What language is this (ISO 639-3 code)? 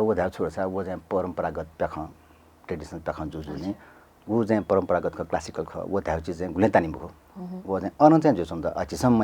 new